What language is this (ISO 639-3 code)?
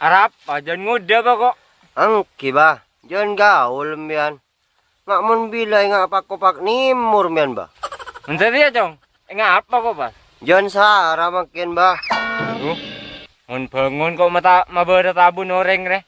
mad